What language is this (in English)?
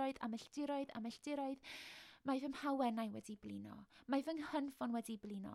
Welsh